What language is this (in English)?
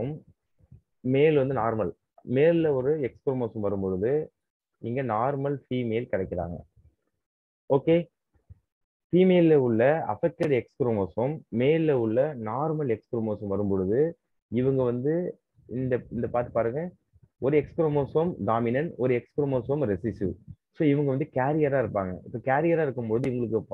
Tamil